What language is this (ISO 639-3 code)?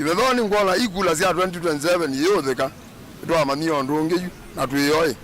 kam